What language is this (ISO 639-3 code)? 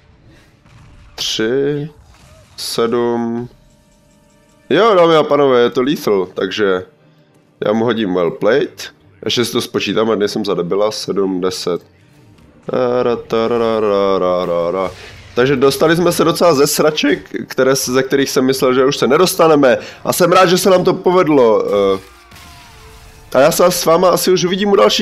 ces